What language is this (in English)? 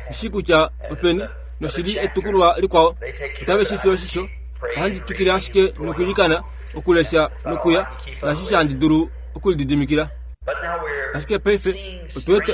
Kuanyama